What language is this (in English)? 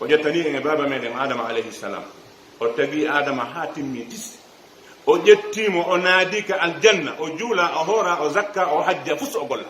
Pular